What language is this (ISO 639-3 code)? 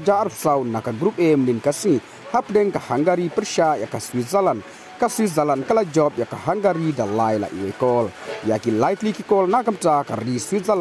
kha